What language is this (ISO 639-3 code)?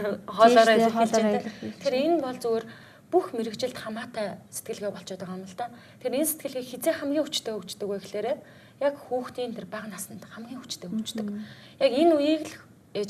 mon